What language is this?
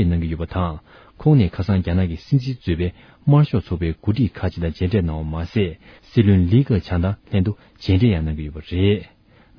Tibetan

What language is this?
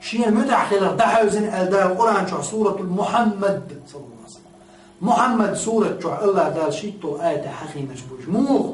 Chechen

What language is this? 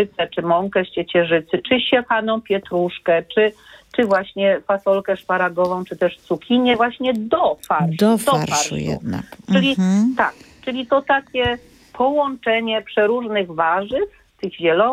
Polish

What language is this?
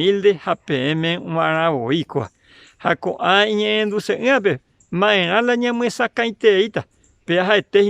Guarani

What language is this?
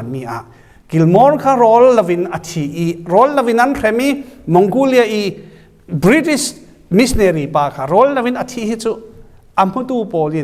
Falam Chin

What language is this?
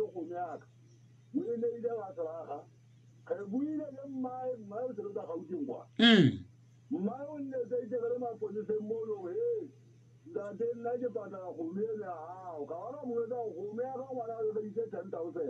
Southern Sotho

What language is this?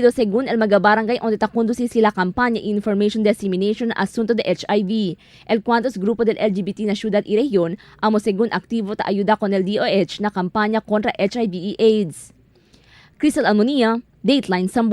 Chavacano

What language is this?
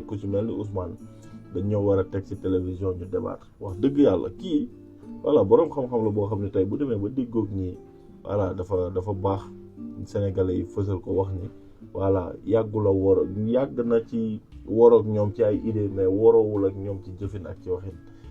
Wolof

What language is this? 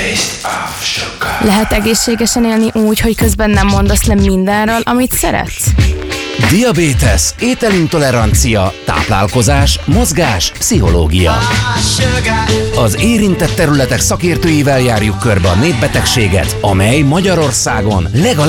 Hungarian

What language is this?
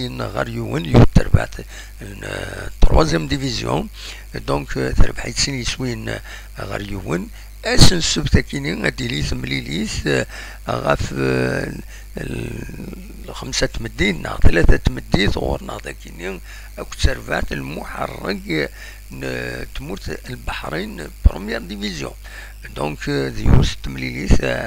Kabyle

